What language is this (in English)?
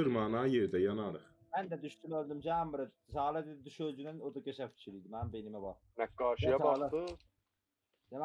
South Azerbaijani